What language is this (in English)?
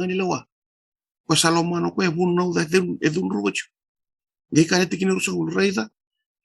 Fijian